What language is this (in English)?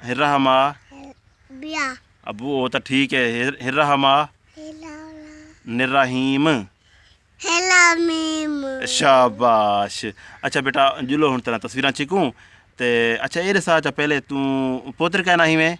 Saraiki